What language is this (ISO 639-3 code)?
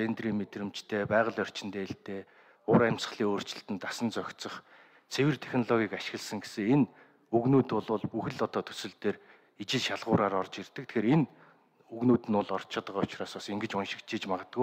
mon